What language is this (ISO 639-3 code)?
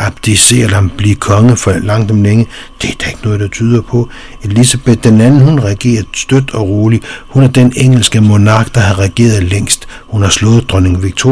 dan